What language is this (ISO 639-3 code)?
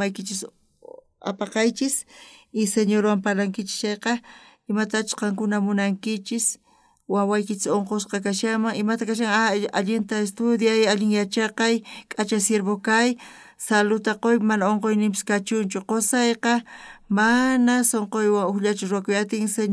quh